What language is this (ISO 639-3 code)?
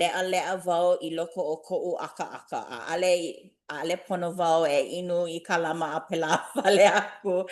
haw